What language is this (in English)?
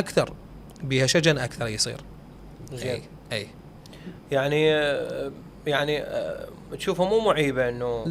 Mesopotamian Arabic